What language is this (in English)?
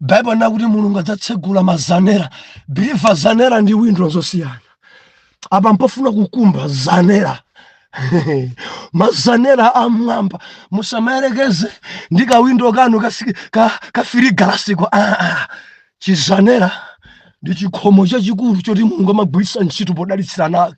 Nyanja